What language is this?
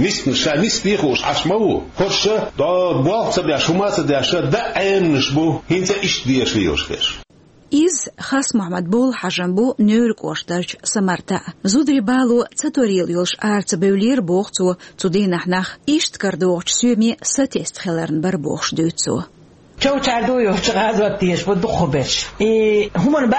Chechen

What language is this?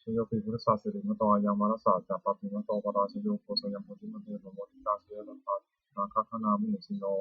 Pali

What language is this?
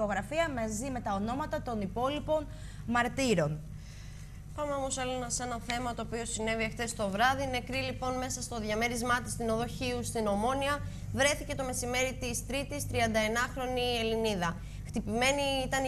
Greek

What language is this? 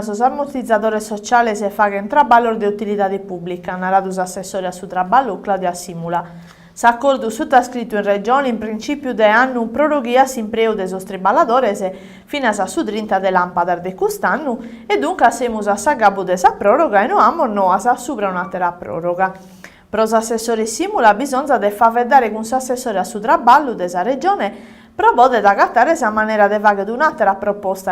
Sardinian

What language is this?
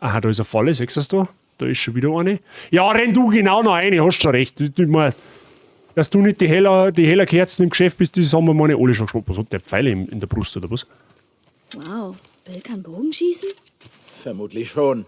Bavarian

